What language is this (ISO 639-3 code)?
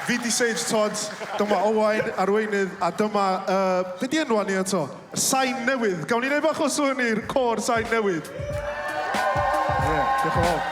cym